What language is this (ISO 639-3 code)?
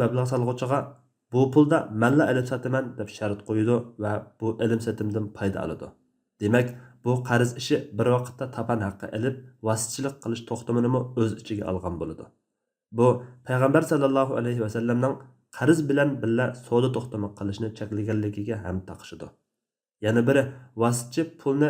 uig